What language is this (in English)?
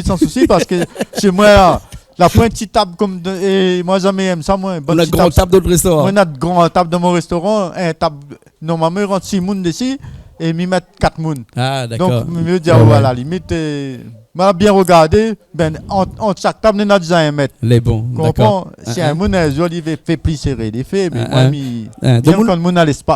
Réunion Creole French